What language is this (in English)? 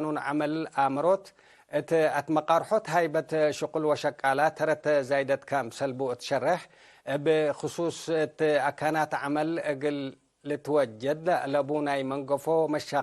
Tigre